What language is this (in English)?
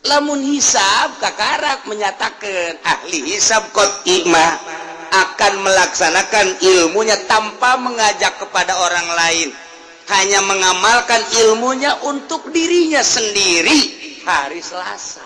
Sundanese